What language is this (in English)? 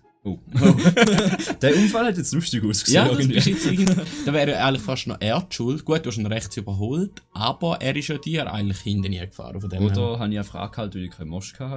Swiss German